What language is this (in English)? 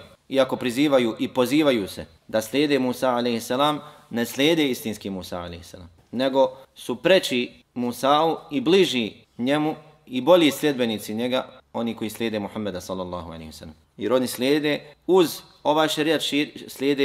Bosnian